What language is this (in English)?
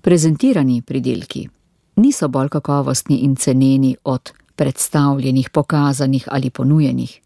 Slovenian